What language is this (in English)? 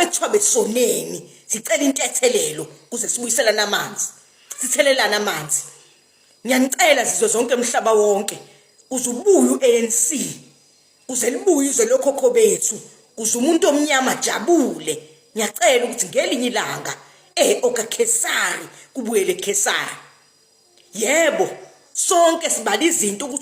Zulu